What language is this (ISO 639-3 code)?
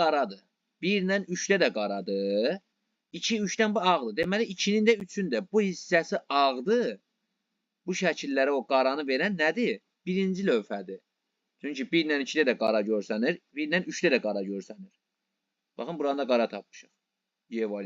aze